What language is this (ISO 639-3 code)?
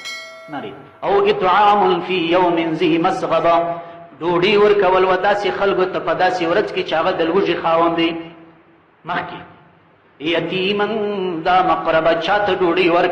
pus